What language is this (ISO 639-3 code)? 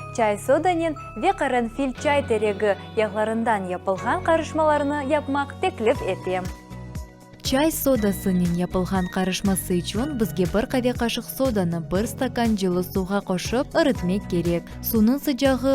crh